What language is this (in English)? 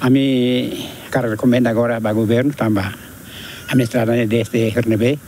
Tetum